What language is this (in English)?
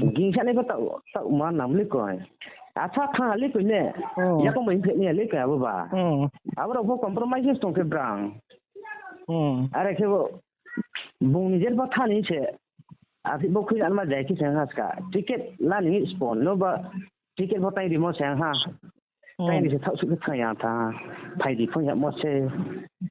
Riang (India)